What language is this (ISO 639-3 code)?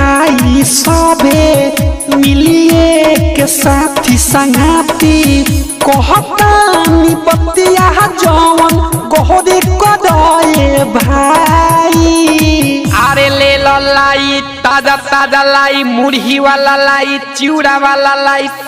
bho